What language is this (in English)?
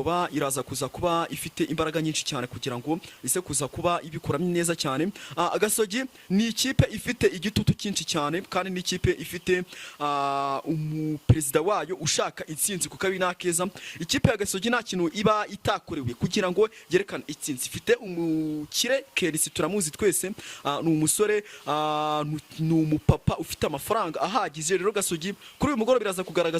Kinyarwanda